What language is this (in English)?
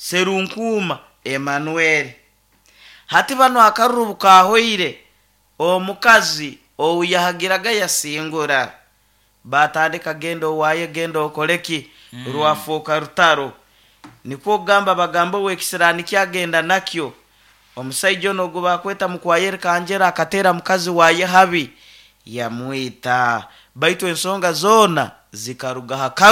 Nyoro